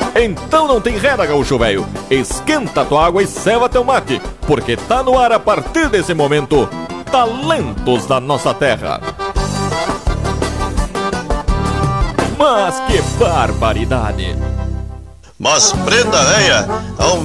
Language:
Portuguese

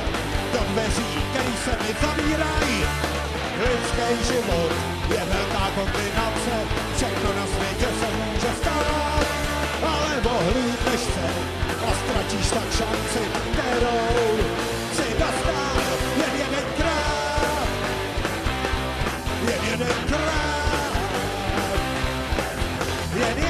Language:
Czech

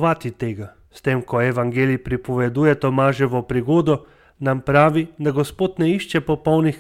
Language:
Slovenian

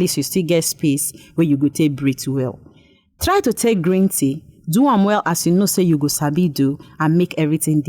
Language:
Nigerian Pidgin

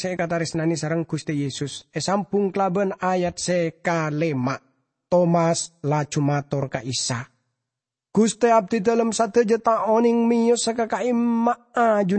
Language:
Madurese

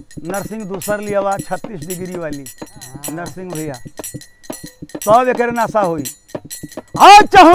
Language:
Bhojpuri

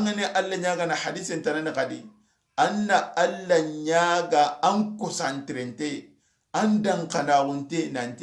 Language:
Soninke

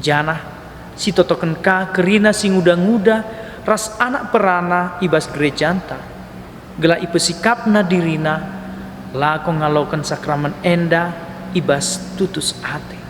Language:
Batak Karo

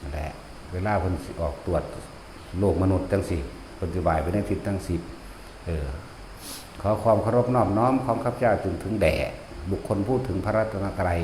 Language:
Northeastern Thai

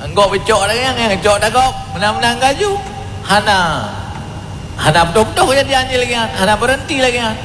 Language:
Achinese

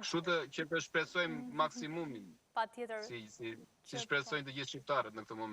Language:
Albanian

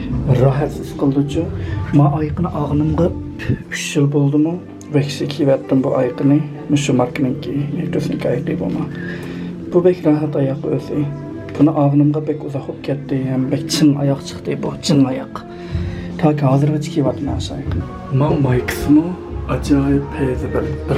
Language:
Uyghur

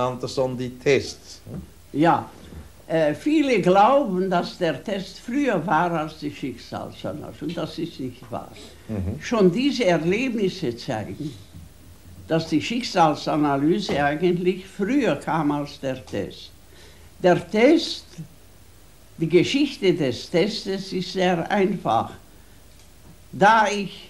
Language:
German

